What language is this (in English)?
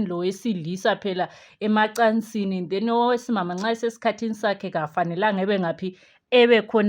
Shona